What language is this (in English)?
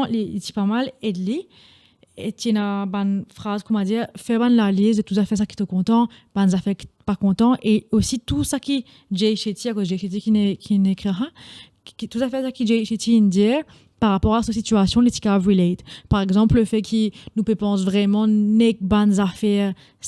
Morisyen